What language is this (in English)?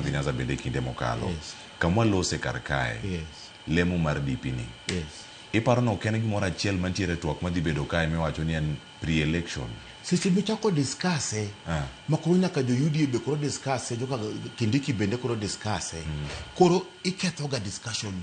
Luo (Kenya and Tanzania)